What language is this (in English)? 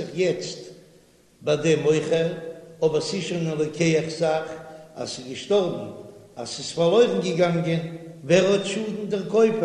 Yiddish